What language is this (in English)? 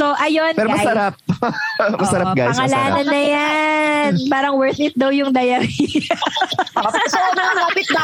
Filipino